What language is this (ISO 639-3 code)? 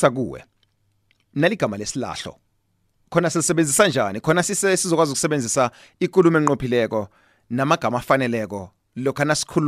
nbl